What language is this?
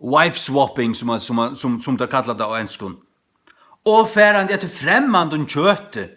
Faroese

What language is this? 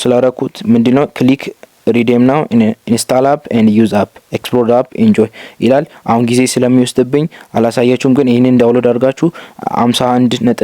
Amharic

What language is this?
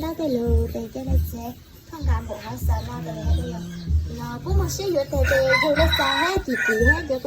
Hmong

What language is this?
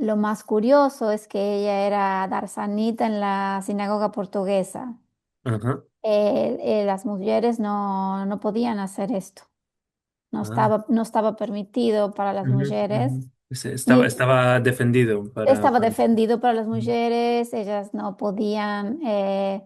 Ladino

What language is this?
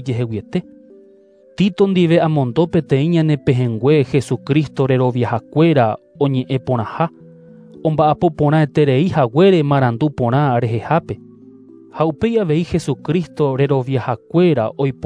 Guarani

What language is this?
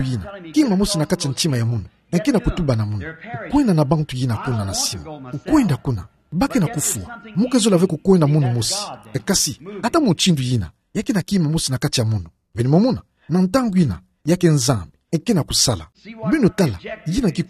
Kituba (Democratic Republic of Congo)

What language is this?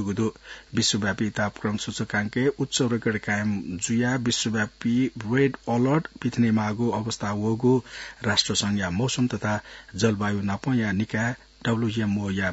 Newari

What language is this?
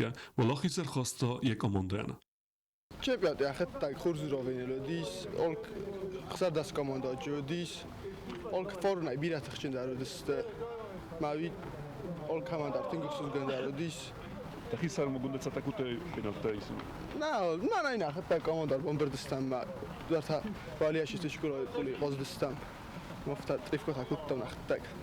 Ossetic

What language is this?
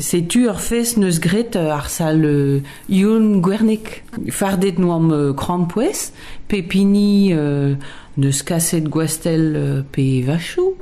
Breton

